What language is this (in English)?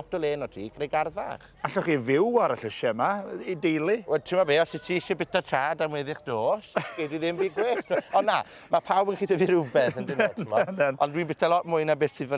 Welsh